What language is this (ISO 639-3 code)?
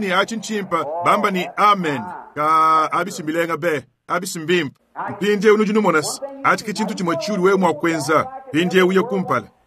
lua